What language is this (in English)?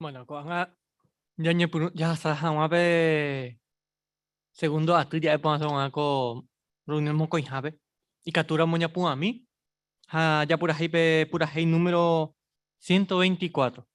Guarani